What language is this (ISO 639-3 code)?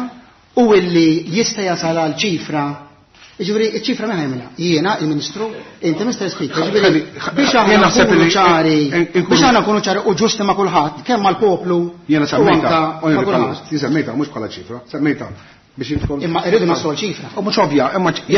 mlt